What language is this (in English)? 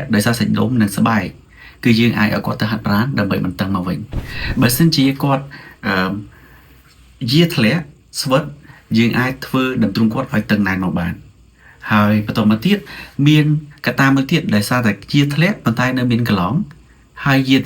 Khmer